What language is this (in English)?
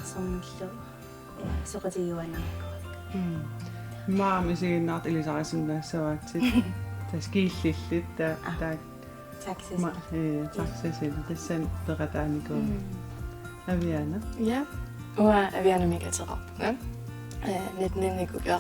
Kalaallisut